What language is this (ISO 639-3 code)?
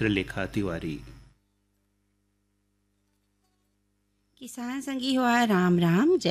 hne